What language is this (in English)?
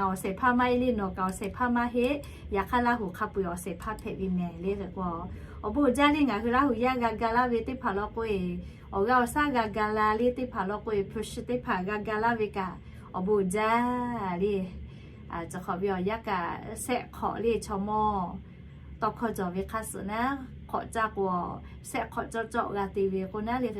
Lahu